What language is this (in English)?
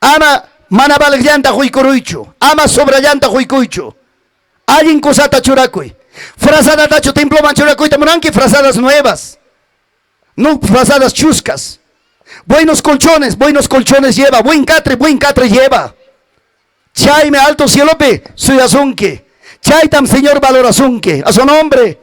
Ayacucho Quechua